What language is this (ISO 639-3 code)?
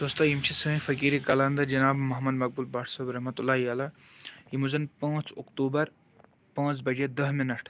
kas